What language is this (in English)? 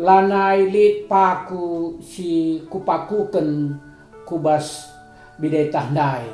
Batak Karo